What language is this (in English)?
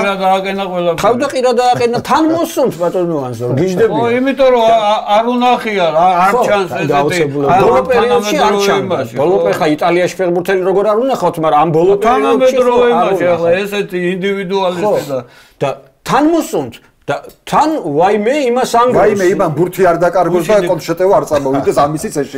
Georgian